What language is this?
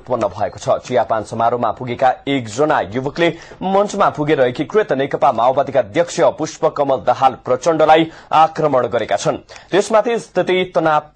Nepali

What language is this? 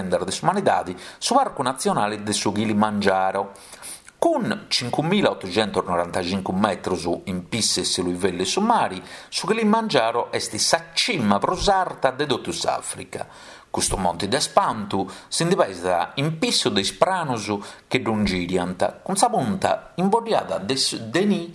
Sardinian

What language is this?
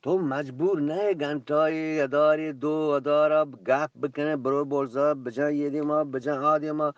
Eastern Balochi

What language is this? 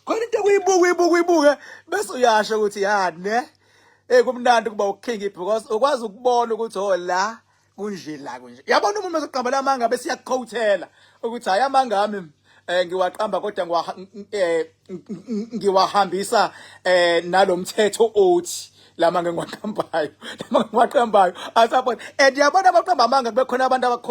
Zulu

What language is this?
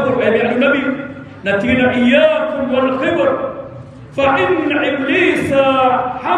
Maranao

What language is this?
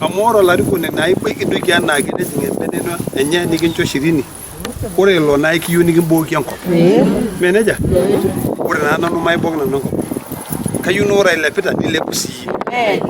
Masai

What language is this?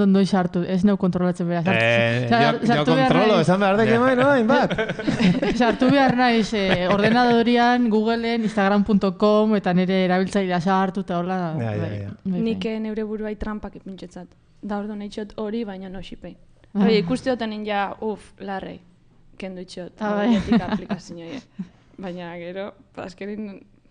Basque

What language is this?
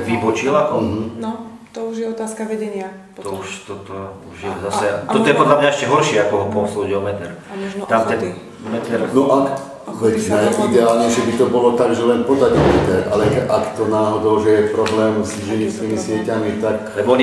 Slovak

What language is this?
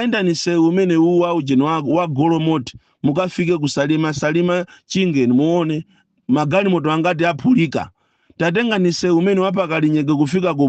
Nyanja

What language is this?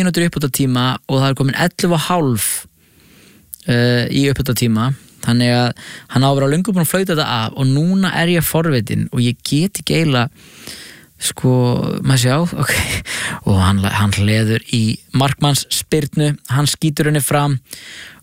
Icelandic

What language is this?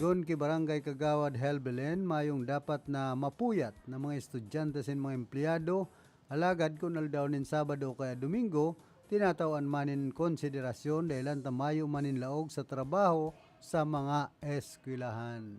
Bikol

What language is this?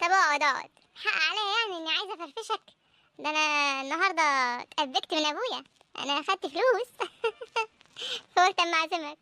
Egyptian Arabic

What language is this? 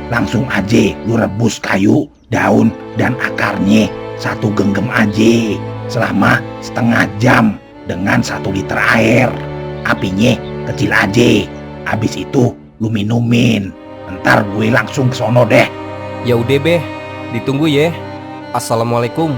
Betawi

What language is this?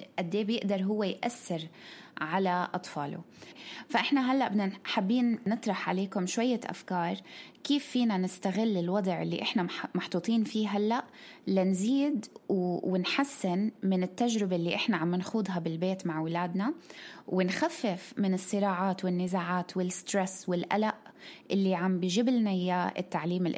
North Levantine Arabic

